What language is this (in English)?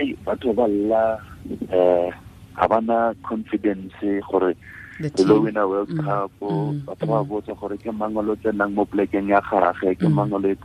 Tswana